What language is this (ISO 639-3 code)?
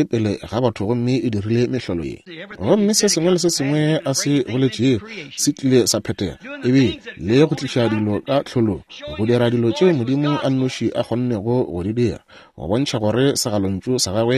nso